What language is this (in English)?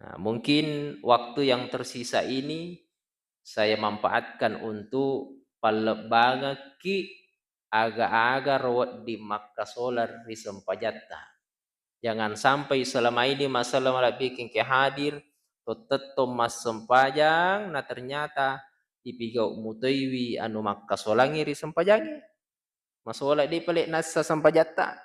Buginese